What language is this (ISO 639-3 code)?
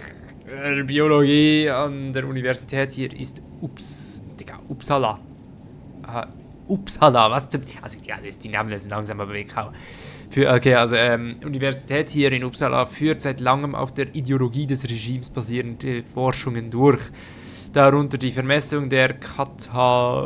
gsw